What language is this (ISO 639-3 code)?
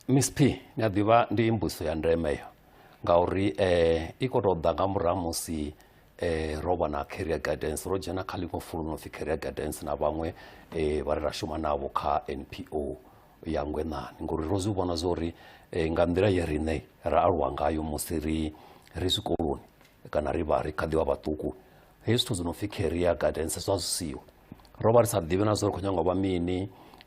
ven